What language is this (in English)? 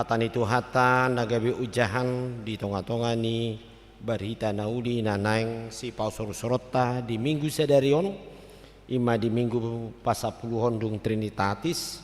Batak Toba